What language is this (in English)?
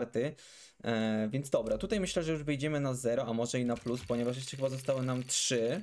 Polish